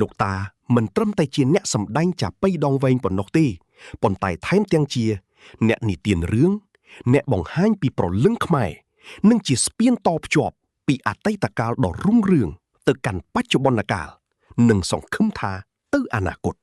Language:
Khmer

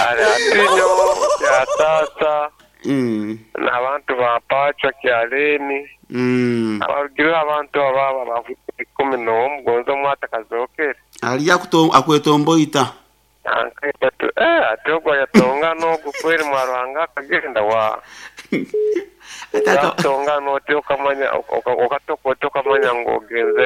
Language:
Nyoro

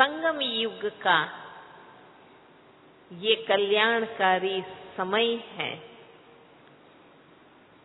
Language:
Hindi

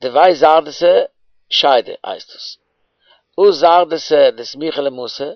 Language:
Yiddish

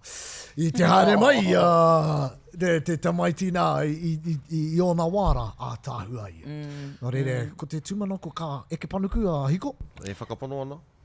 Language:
Māori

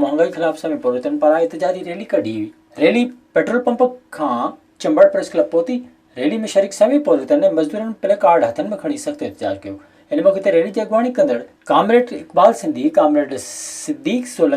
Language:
Sindhi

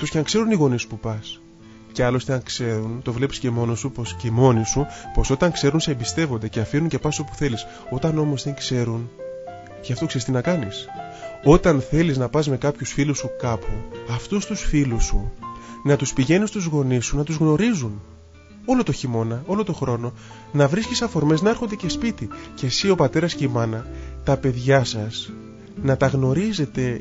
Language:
Greek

